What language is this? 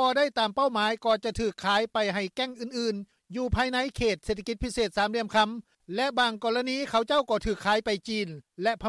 Lao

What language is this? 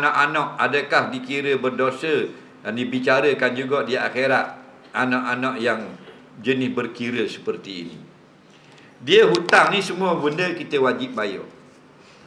Malay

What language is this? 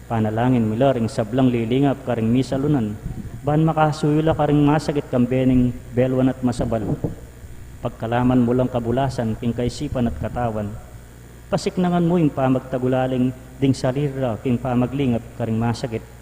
Pampanga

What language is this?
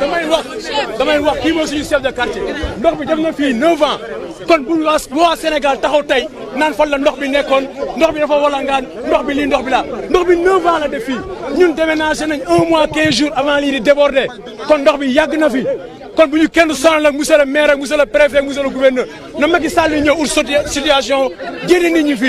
Wolof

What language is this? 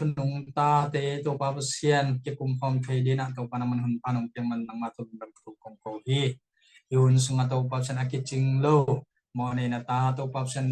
Tedim Chin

